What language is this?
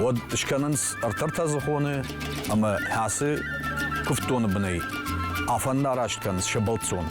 Ossetic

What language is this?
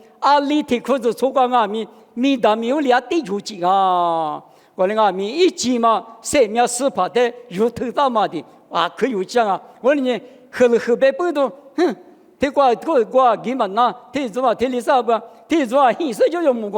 Lisu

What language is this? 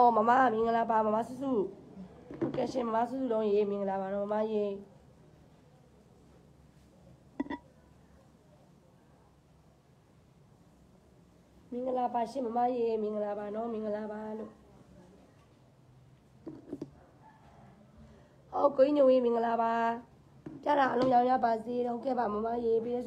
Burmese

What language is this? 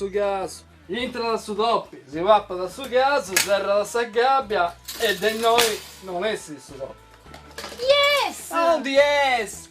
Sardinian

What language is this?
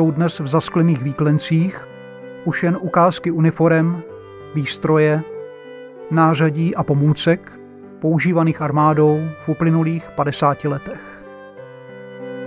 Czech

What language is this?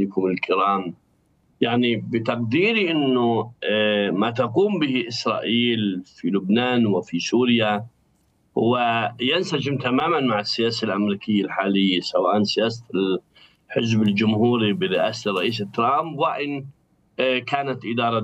Arabic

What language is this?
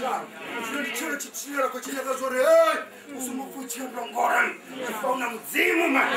Venda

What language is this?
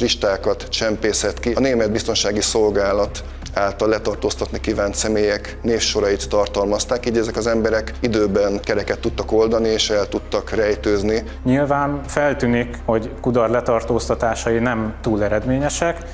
Hungarian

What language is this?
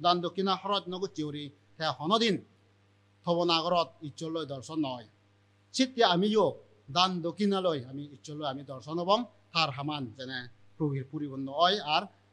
Chakma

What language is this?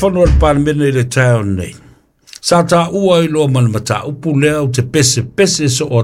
Samoan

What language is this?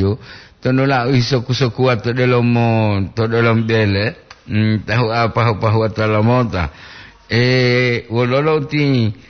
Gorontalo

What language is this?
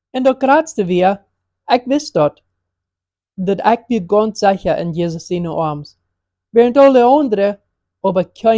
Plautdietsch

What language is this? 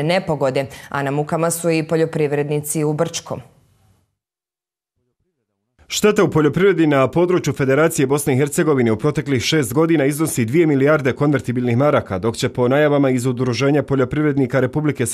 Bosnian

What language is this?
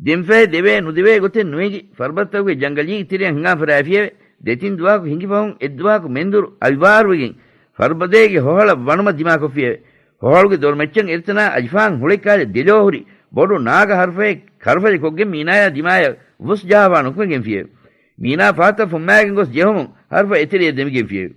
Divehi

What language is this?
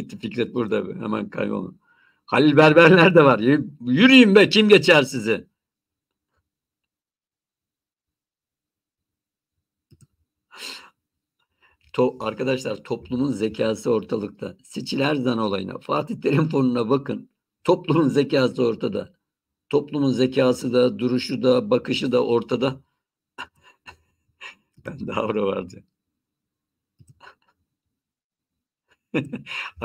Turkish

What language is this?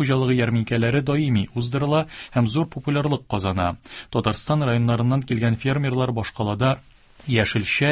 Tatar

